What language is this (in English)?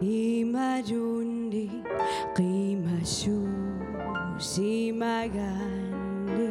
Kalaallisut